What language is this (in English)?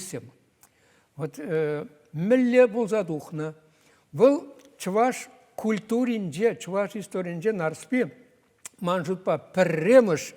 Chuvash